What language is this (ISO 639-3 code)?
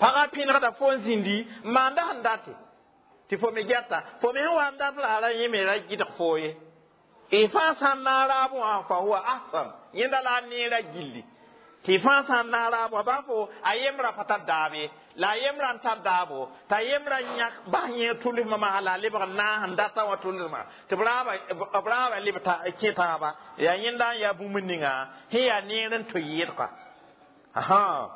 mos